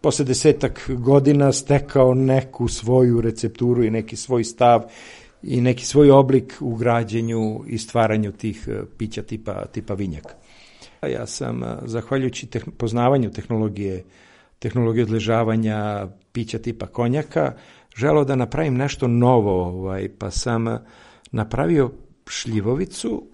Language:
Serbian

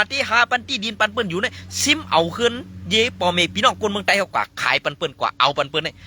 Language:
Shan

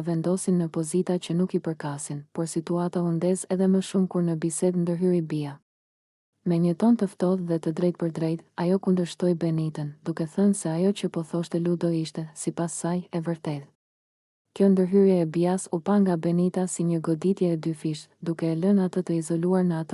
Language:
Albanian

